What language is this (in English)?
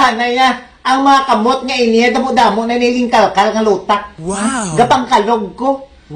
Hiligaynon